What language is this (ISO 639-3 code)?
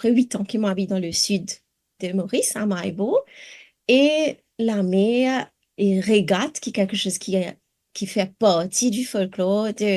mfe